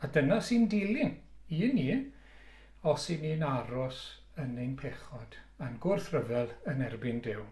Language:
Welsh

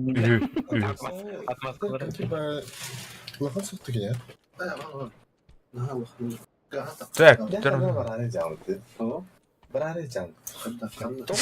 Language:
Yakut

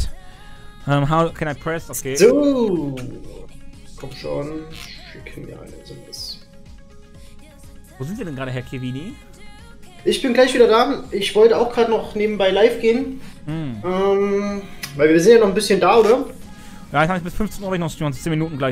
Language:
German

